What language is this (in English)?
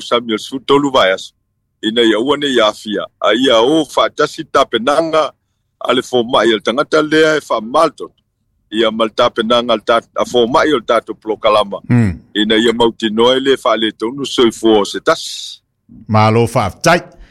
Samoan